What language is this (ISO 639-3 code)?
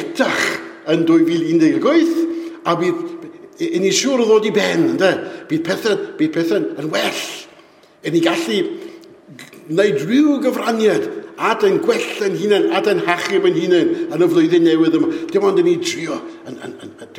cym